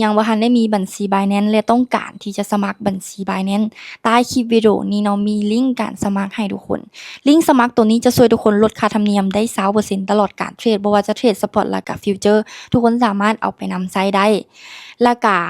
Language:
Lao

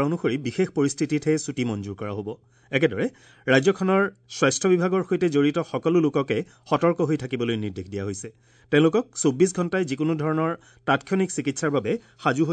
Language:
Assamese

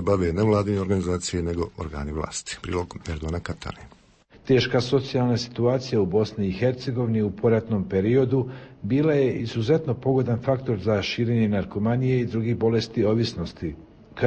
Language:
Croatian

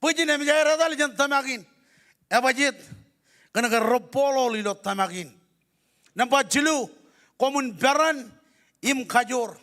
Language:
Marshallese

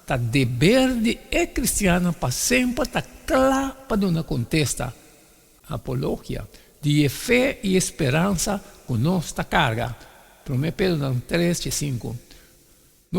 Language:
Papiamento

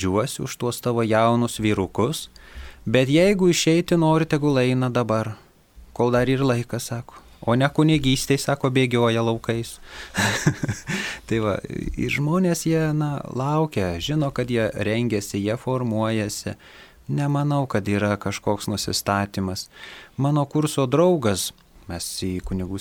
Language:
Lithuanian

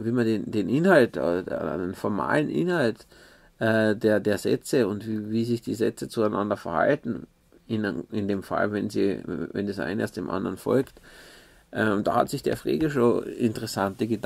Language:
German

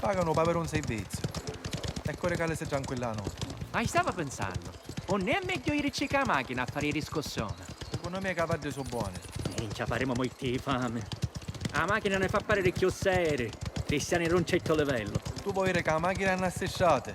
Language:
Sicilian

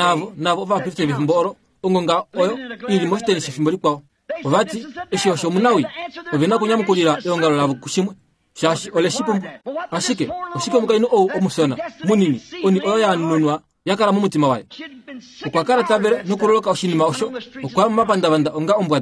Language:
Kuanyama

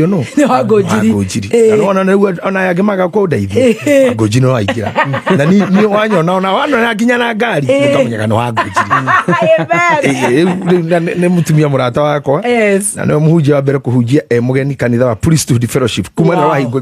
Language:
Kikuyu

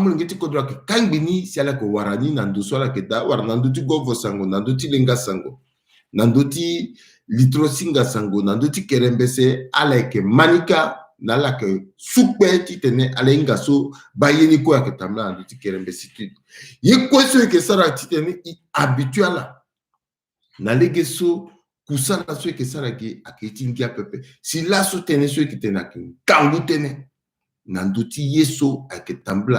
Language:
Sango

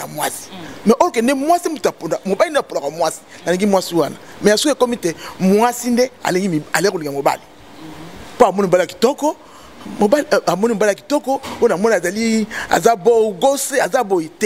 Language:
Lingala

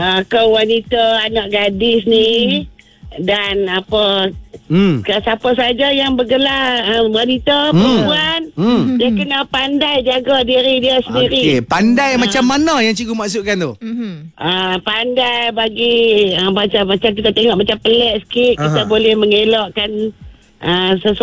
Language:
Malay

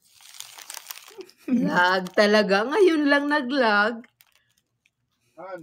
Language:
Filipino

